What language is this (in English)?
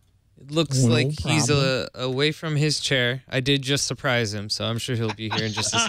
English